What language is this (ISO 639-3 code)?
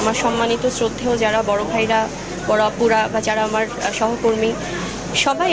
ben